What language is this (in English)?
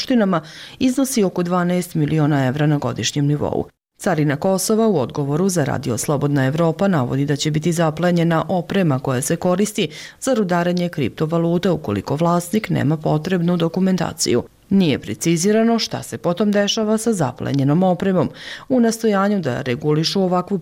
Croatian